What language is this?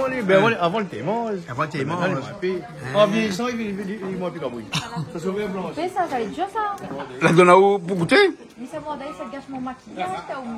Réunion Creole French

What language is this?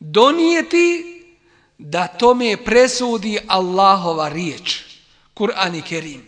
Bosnian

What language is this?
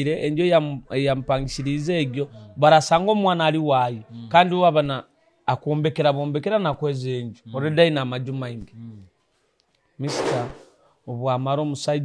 Nyoro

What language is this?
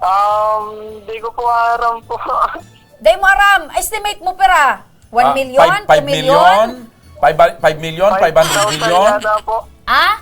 Bikol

